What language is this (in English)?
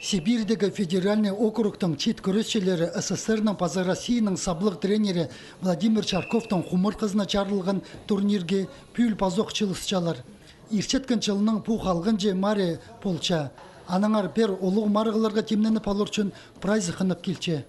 Khakas